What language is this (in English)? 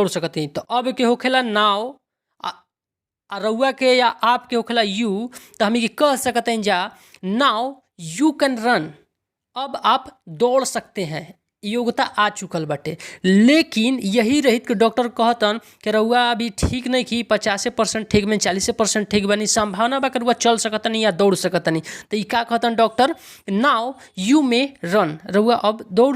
Bhojpuri